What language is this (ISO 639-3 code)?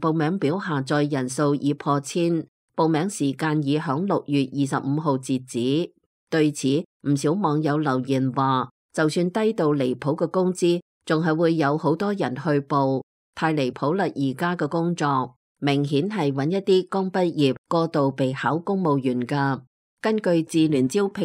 yue